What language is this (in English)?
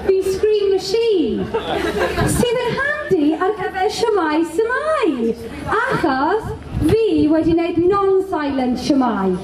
Welsh